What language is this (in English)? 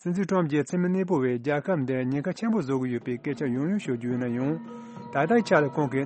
Tibetan